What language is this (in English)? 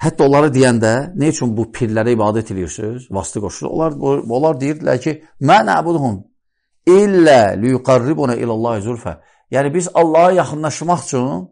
Azerbaijani